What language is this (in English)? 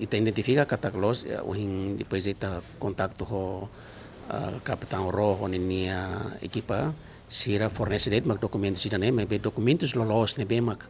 Tetum